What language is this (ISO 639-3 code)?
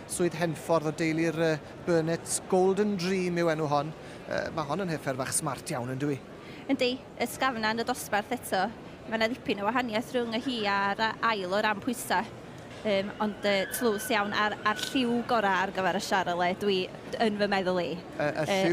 cym